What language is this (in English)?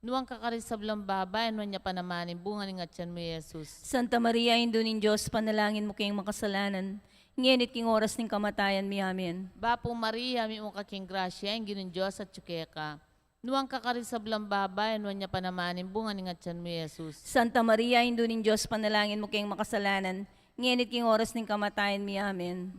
Pampanga